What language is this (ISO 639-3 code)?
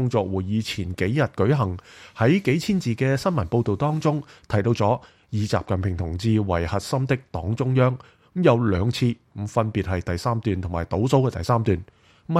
yue